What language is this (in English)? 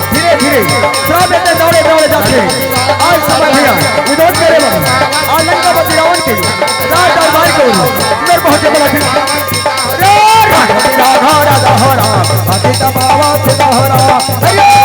Chhattisgarhi